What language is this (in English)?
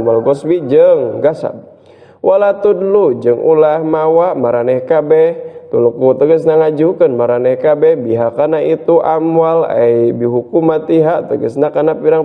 Sundanese